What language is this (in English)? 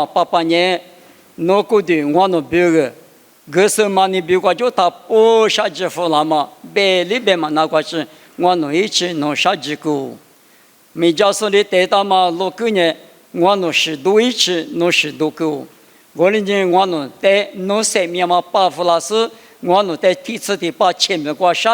Lisu